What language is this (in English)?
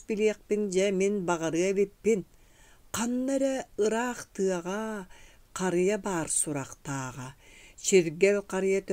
Yakut